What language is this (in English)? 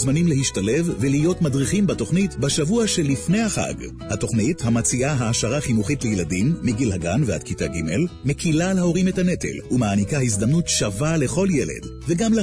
Hebrew